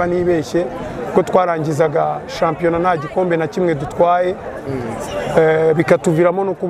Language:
Kinyarwanda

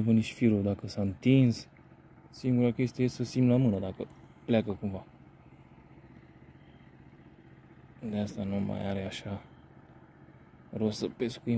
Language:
Romanian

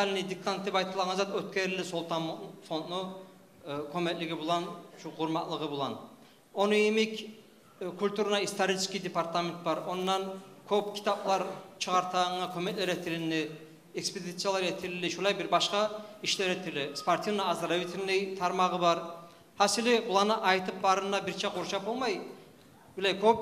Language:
Kumyk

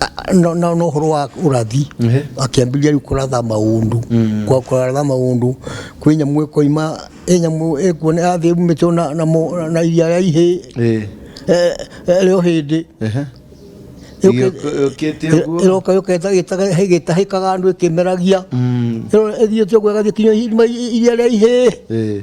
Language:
Kikuyu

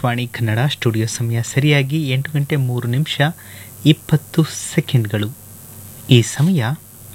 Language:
Kannada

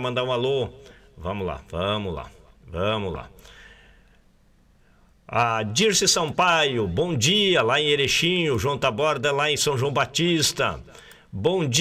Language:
Portuguese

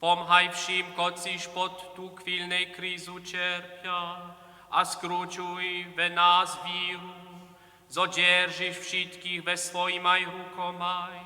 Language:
Upper Sorbian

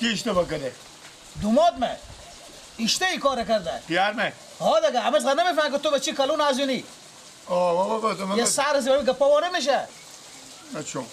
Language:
Persian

